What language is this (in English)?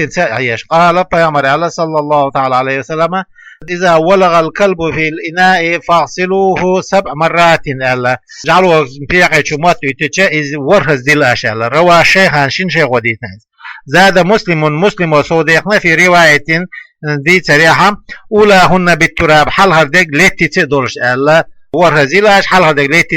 Chechen